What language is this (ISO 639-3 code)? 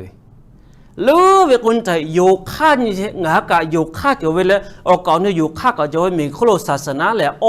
lhu